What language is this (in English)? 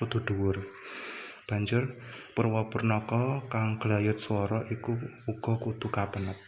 Javanese